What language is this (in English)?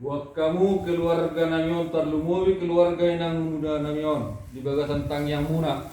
Batak Toba